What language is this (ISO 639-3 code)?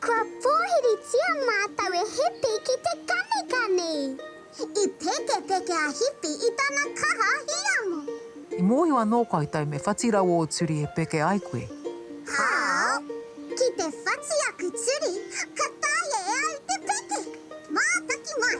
mri